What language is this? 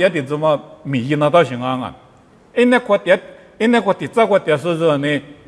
Lisu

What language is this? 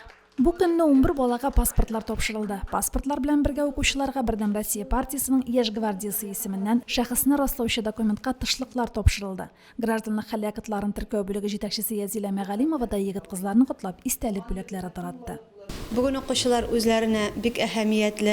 Tatar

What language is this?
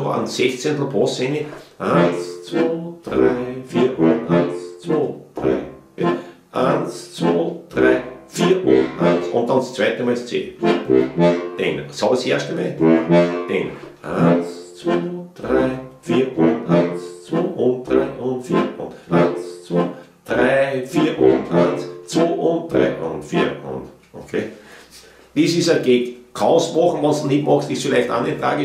Bavarian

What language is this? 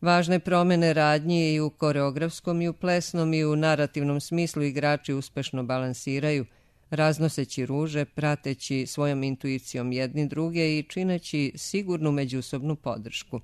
Serbian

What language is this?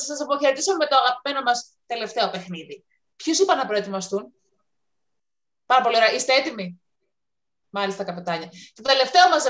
Greek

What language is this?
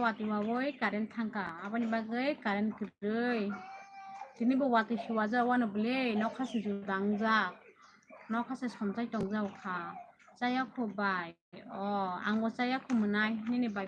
Kok Borok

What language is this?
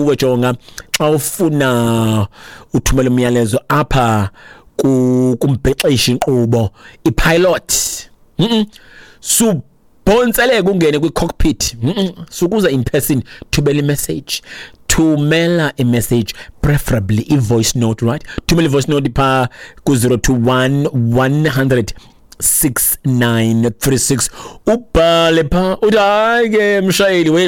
Xhosa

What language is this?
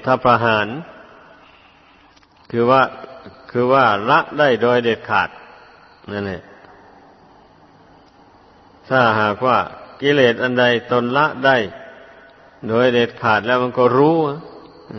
Thai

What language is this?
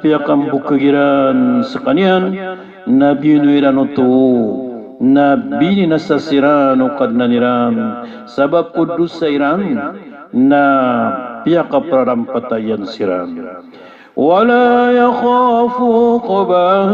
Maranao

